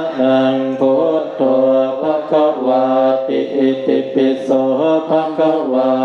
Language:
Pali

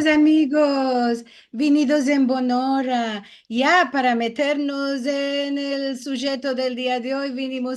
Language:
Ladino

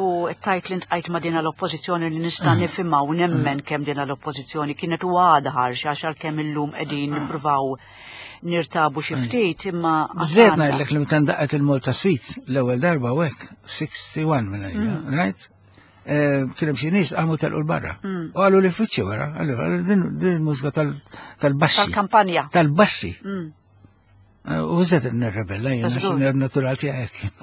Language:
Maltese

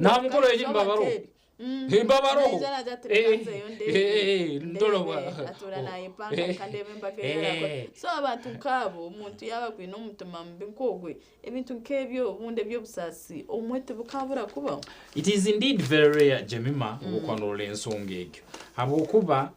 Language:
Nyankole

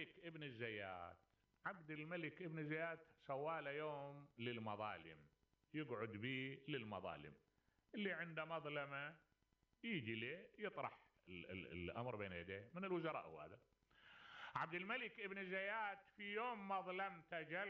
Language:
Mesopotamian Arabic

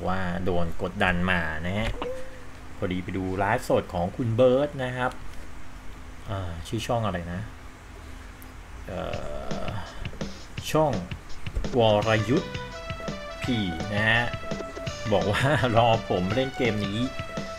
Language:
Thai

